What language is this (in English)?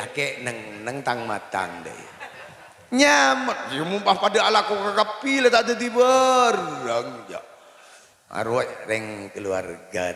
Madurese